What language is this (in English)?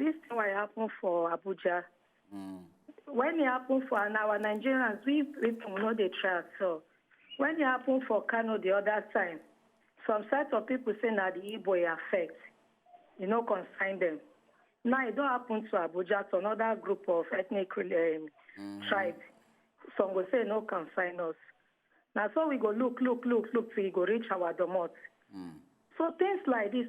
Nigerian Pidgin